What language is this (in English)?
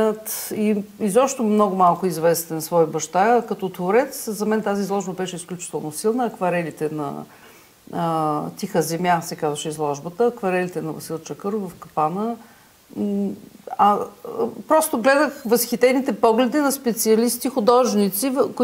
Bulgarian